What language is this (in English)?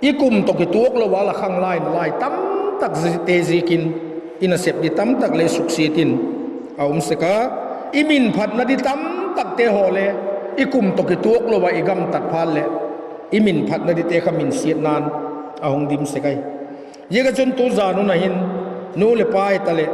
Vaiphei